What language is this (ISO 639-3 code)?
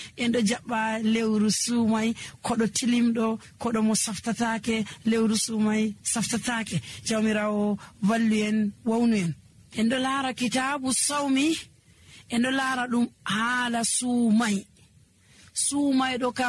fuv